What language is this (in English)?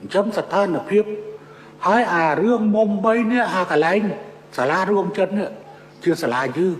Khmer